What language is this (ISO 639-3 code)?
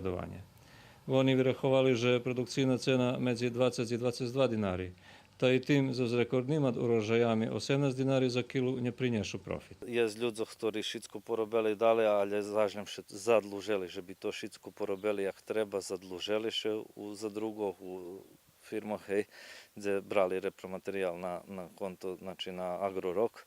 rue